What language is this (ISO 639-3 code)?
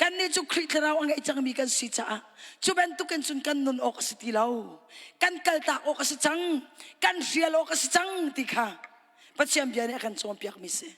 cnh